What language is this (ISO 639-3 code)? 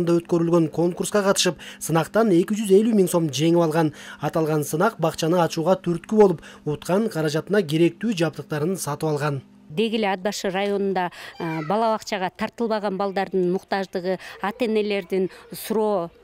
kir